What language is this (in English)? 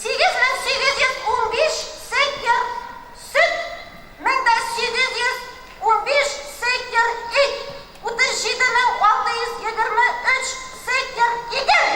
Tatar